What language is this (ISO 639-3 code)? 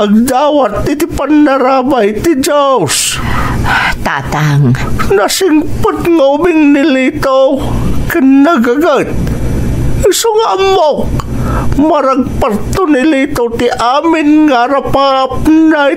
ilo